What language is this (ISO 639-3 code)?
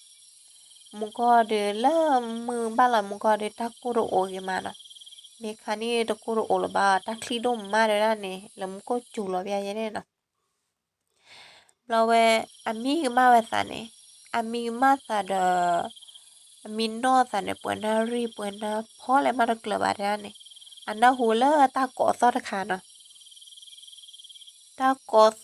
ksw